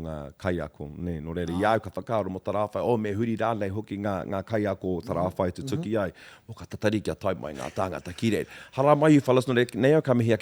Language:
Māori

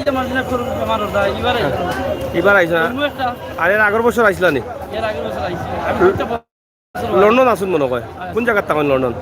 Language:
Sylheti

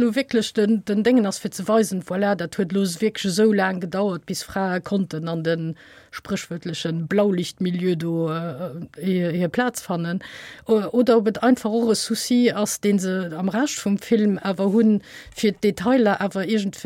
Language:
Luxembourgish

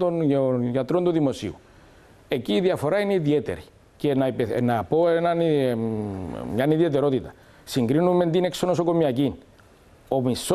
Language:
Greek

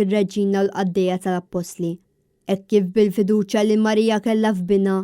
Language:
Maltese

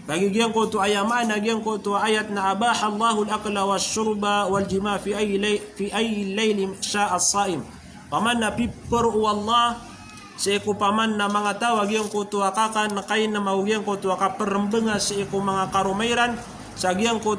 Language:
Maranao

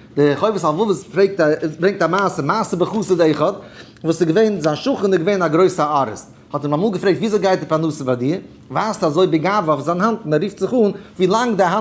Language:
Yiddish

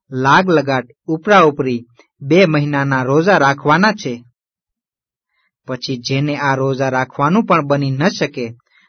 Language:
Gujarati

